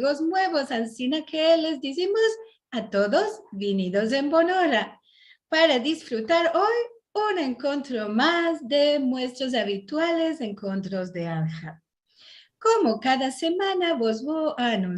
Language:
Ladino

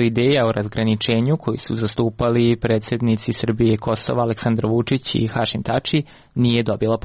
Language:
Serbian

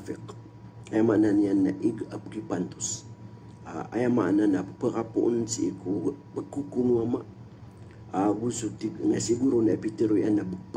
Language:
Maranao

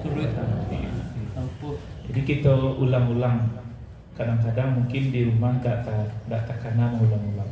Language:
Minangkabau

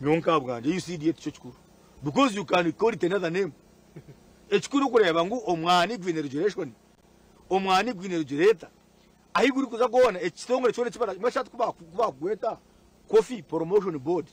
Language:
Nyankole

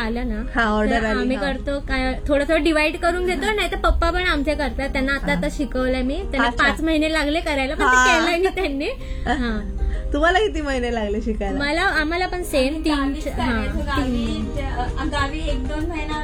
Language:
Marathi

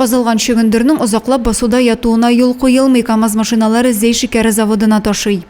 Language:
Tatar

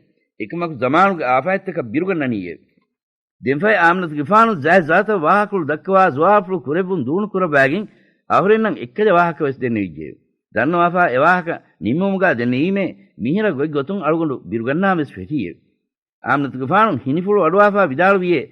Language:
Divehi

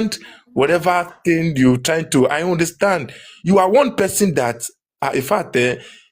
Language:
Nigerian Pidgin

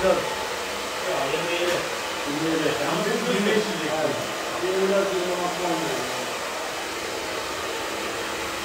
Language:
Turkish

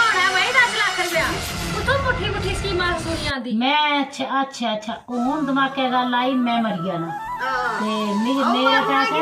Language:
Dogri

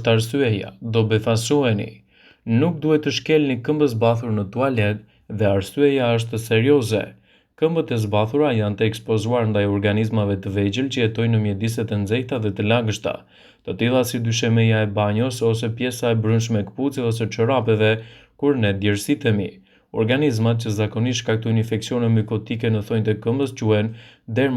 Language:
Albanian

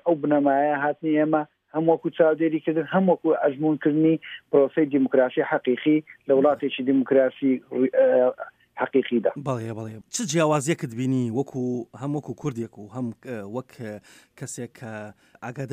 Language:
Central Kurdish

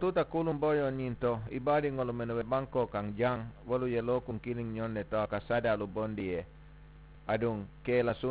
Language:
Mandingo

